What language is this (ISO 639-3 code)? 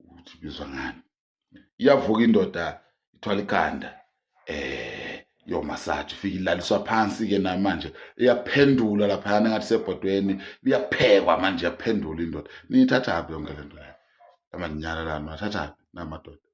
zul